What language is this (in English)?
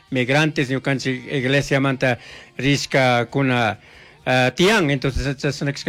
Chimborazo Highland Quichua